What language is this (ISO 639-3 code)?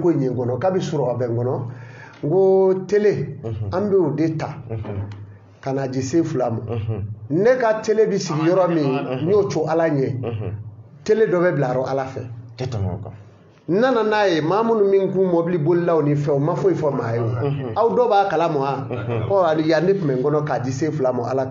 bam